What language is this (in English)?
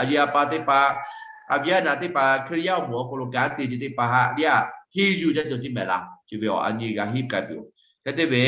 Lahu